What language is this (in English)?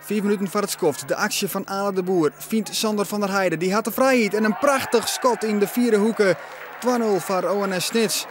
Western Frisian